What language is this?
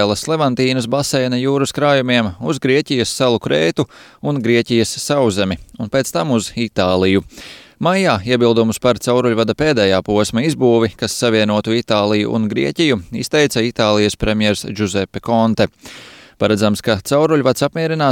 Latvian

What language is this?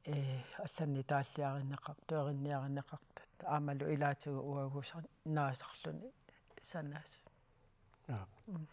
Kalaallisut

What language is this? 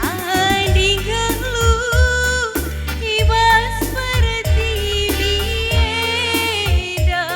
Batak Karo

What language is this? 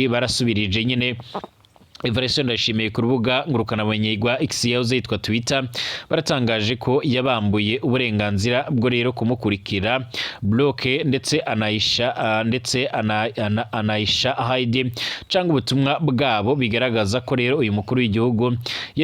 Rundi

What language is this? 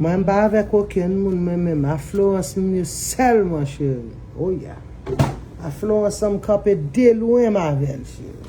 Haitian Creole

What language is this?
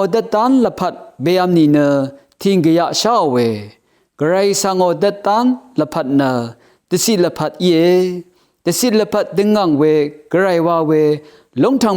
Rawang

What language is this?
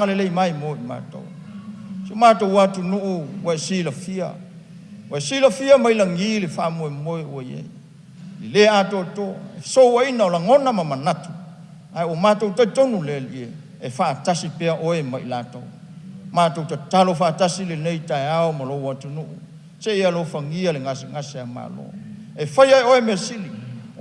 Samoan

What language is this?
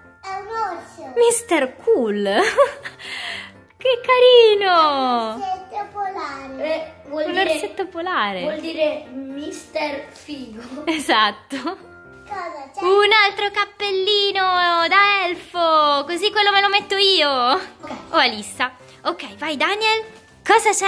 Italian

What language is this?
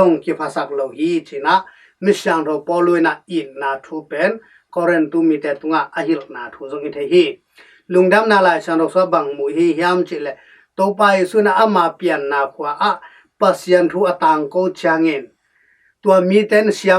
Tedim Chin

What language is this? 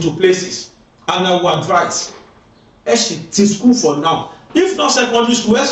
Yoruba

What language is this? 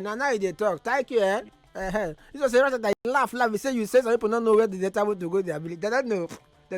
Nigerian Pidgin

